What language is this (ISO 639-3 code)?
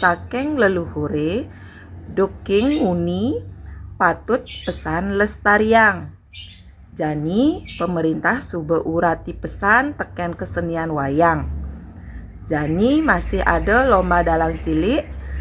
ban